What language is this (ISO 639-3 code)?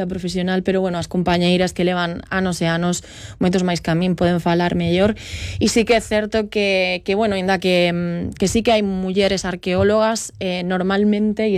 glg